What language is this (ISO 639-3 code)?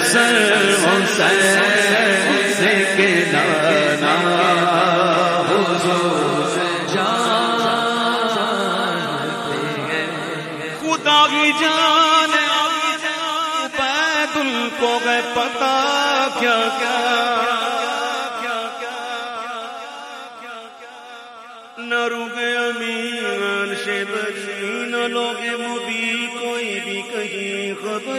urd